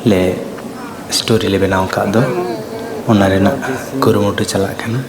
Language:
Santali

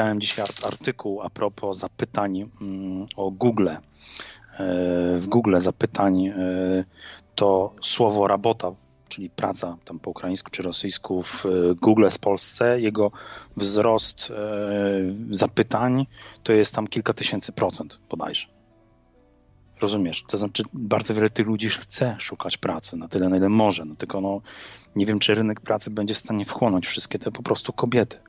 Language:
Polish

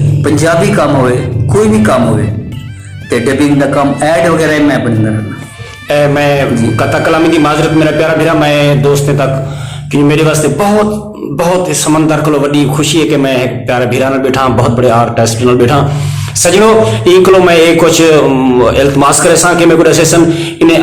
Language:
Saraiki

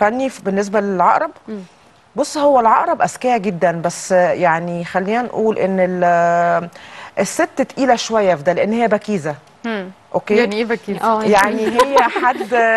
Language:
Egyptian Arabic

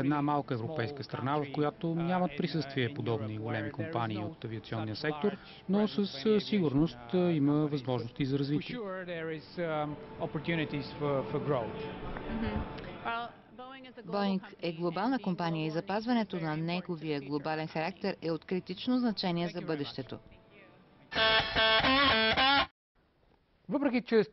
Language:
Bulgarian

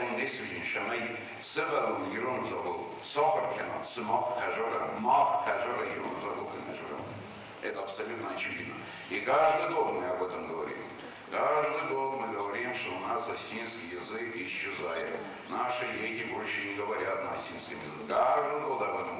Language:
Ossetic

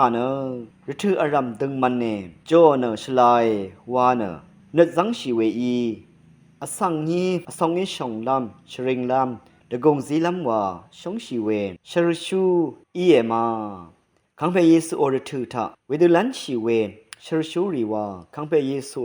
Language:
Rawang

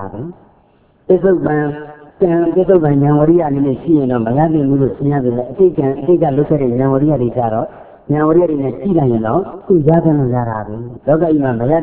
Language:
Burmese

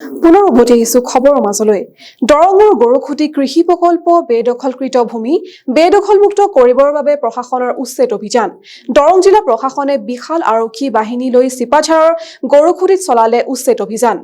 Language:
Assamese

